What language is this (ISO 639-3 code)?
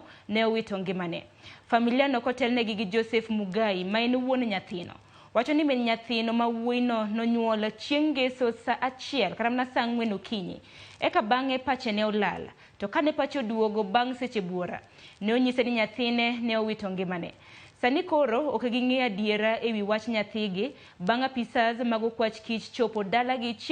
luo